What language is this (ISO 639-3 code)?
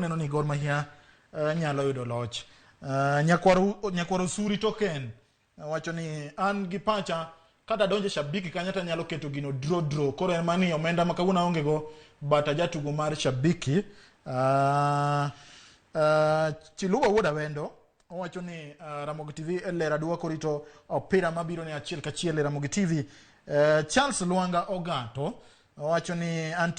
luo